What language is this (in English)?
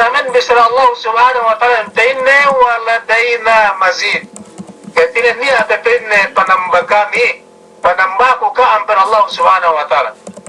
Yakan